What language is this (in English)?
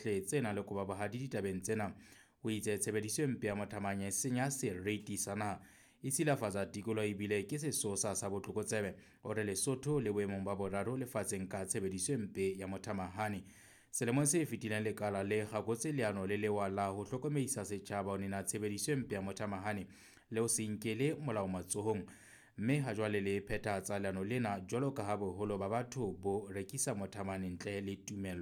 Southern Sotho